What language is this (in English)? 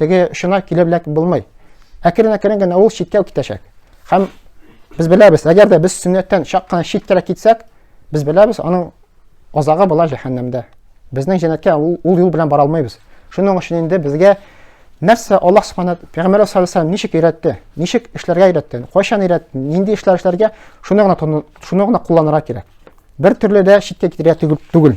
Tatar